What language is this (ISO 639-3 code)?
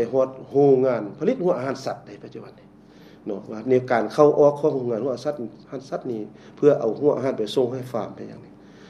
lao